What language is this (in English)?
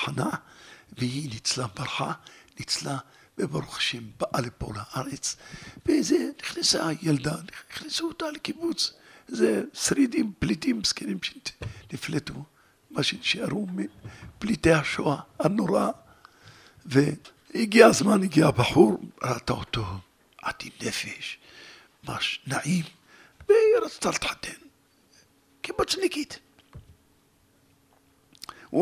Hebrew